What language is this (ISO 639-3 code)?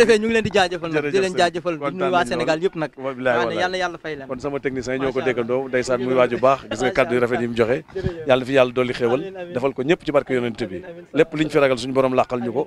wol